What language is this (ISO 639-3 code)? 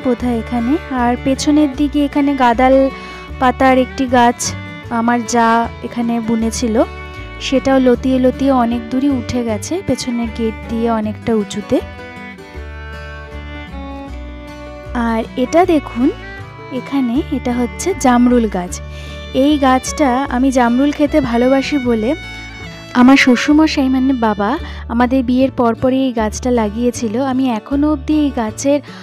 ben